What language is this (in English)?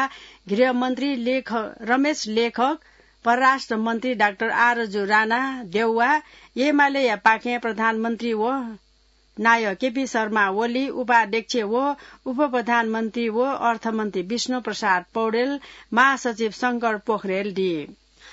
Newari